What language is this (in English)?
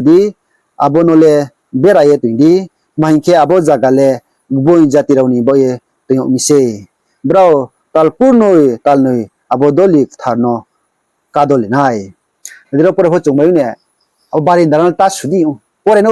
Riang (India)